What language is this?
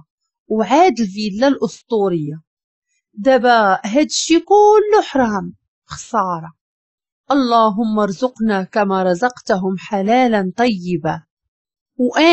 Moroccan Arabic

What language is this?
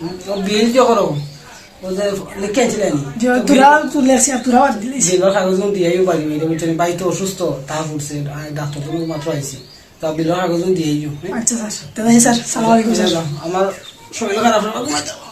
Sylheti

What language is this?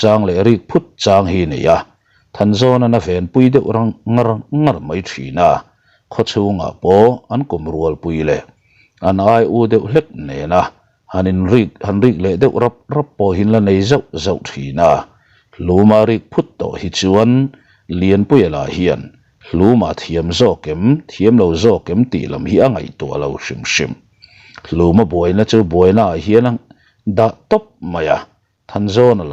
Mizo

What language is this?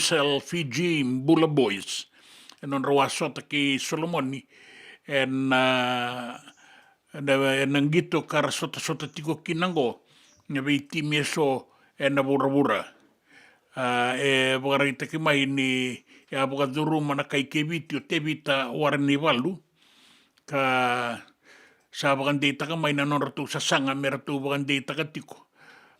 Fijian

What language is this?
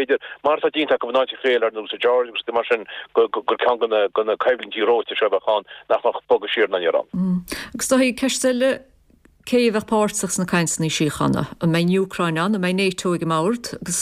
Irish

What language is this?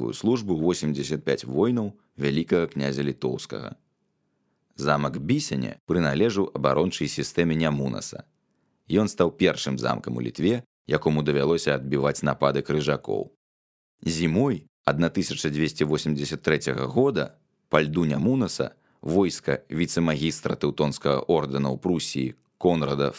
Belarusian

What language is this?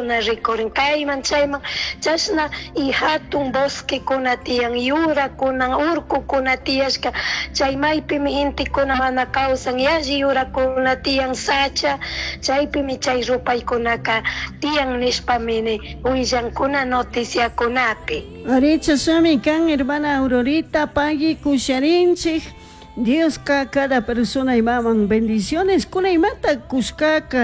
Chimborazo Highland Quichua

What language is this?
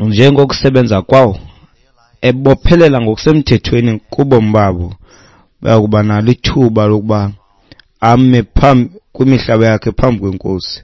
Xhosa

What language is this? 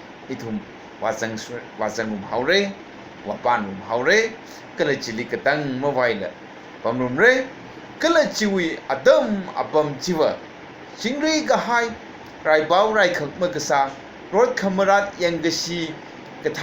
Tangkhul Naga (India)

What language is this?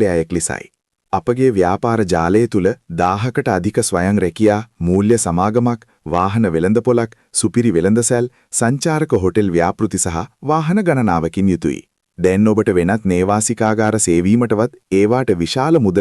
Sinhala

